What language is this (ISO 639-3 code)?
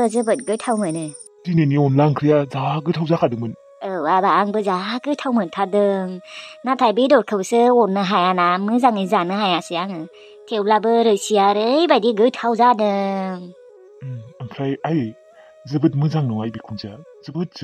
brx